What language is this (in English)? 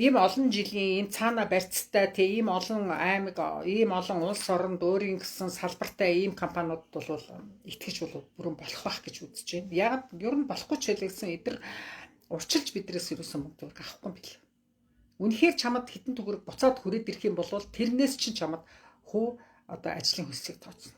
Mongolian